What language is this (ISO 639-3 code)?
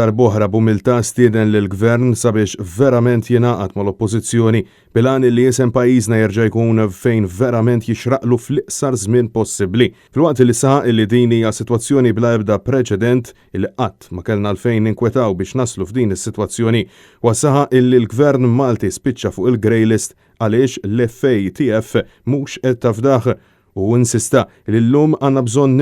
mlt